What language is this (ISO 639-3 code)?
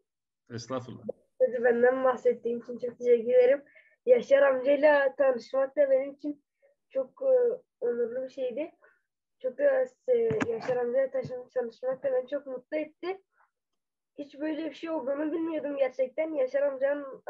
tur